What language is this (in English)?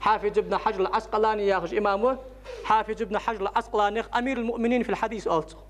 Ingush